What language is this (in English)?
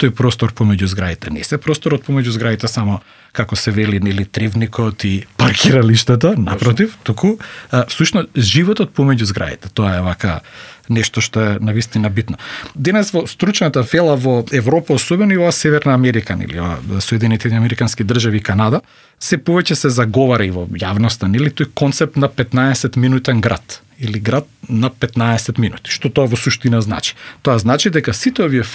Macedonian